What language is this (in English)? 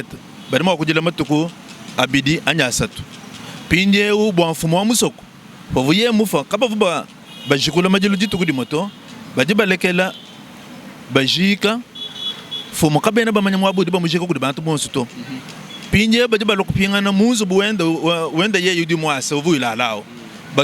Luba-Lulua